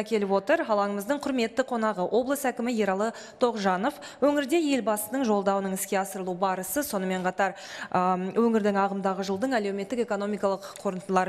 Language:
Kazakh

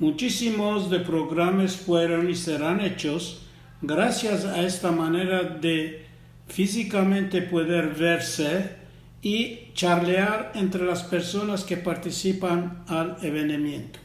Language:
Ladino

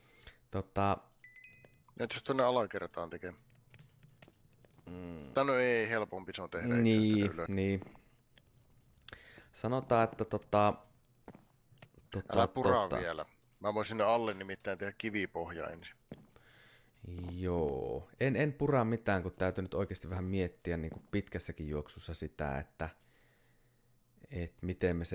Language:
Finnish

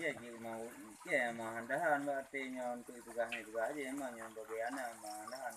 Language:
Achinese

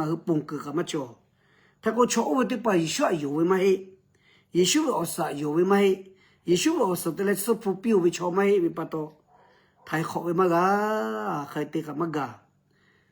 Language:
Lahu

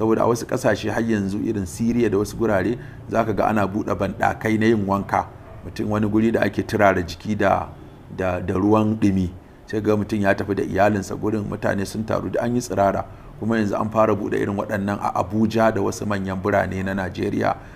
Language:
Hausa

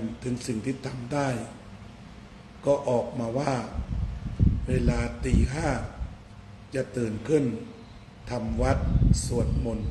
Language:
Thai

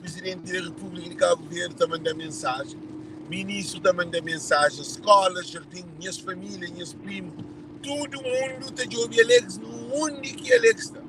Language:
Kabuverdianu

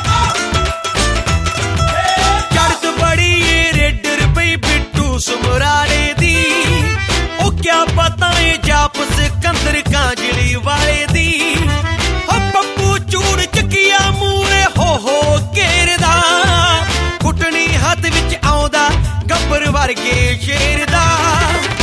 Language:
Punjabi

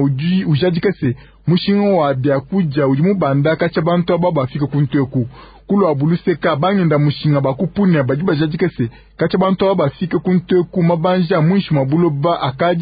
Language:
Luba-Lulua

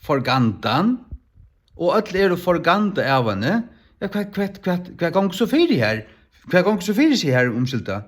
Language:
Faroese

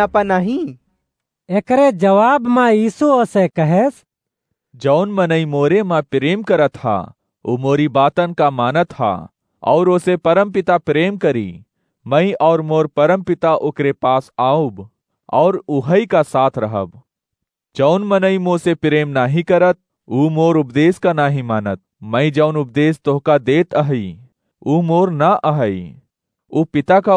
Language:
Awadhi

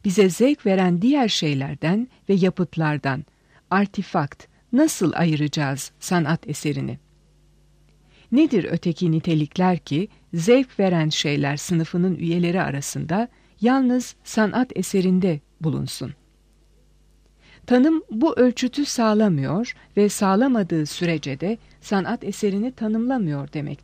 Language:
Turkish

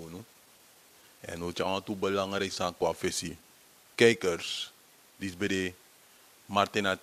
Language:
Sranan Tongo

